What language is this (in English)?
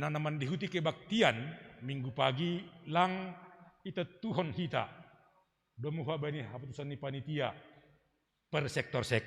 Batak Simalungun